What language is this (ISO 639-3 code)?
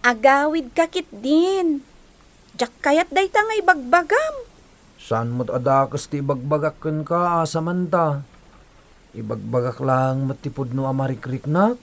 ilo